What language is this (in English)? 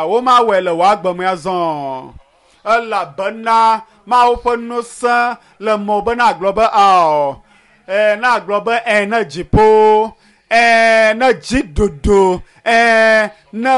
Ewe